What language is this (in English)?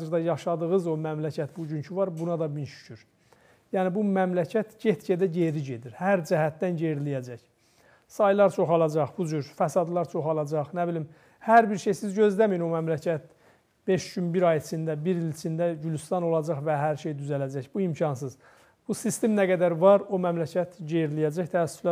Azerbaijani